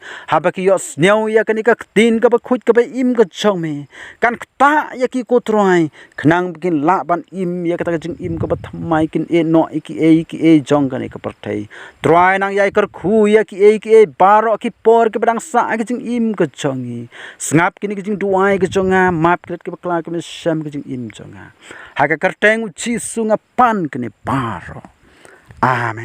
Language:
Khasi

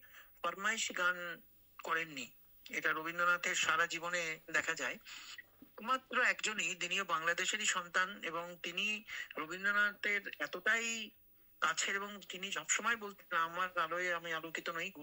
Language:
Bangla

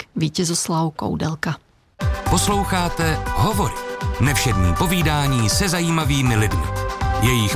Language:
Czech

